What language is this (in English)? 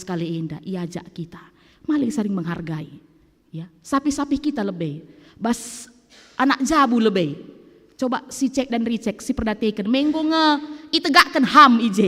Batak Karo